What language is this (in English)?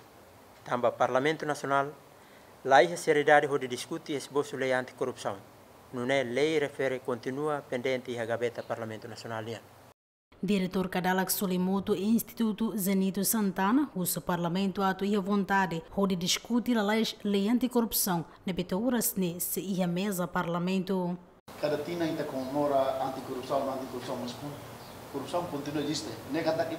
Tetum